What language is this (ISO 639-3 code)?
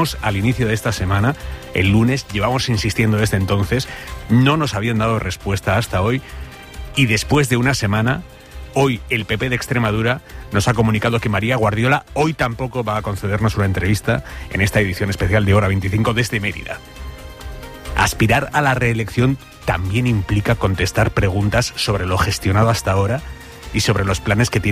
spa